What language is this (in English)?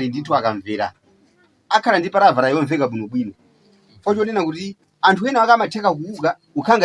Nyanja